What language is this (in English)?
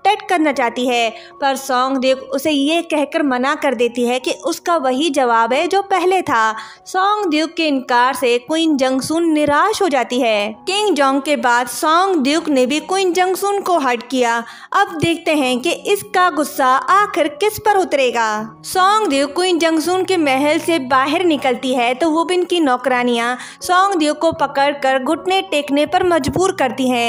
Hindi